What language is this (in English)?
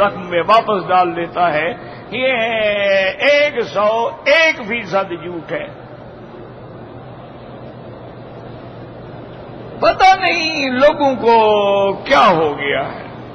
Urdu